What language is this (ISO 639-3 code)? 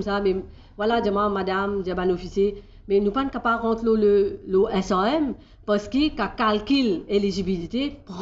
mfe